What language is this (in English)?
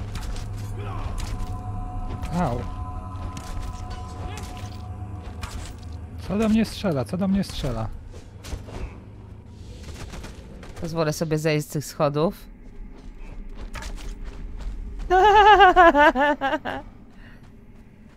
Polish